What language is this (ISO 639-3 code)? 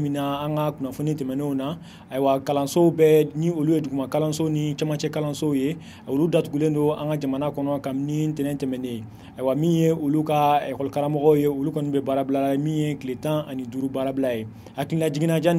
bam